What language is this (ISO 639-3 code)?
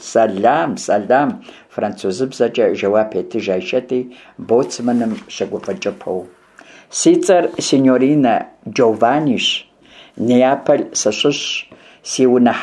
kbd